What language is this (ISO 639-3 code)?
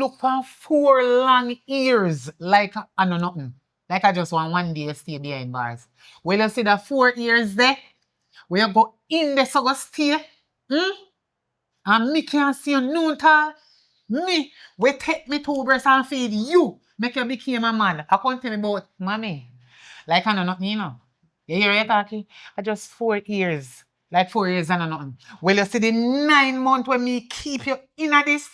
jam